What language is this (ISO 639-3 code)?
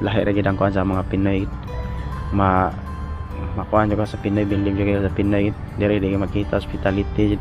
ceb